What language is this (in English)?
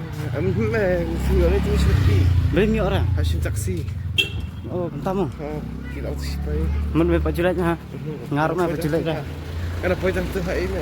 Khasi